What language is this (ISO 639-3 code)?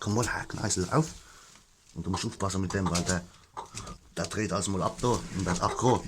pfl